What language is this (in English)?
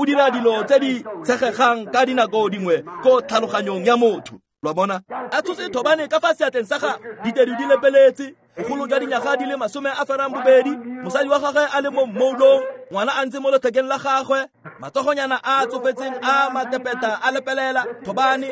Tswana